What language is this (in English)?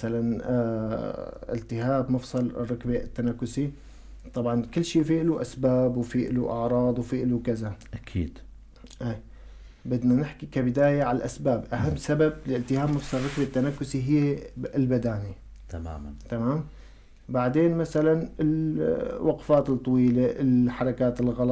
North Levantine Arabic